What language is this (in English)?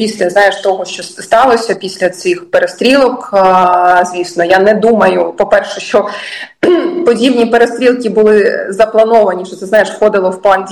Ukrainian